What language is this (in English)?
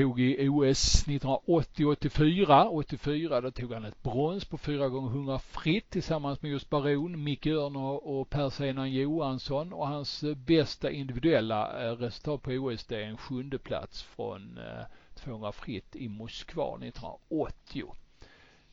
Swedish